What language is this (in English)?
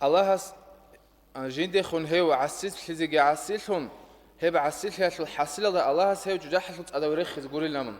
Avaric